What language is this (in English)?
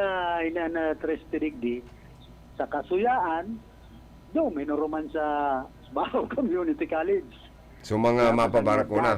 Bikol